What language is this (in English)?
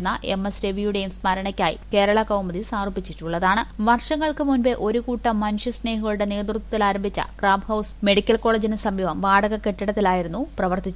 Malayalam